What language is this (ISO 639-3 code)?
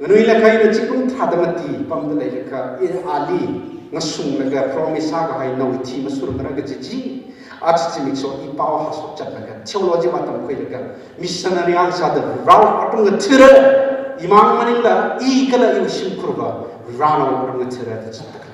nmf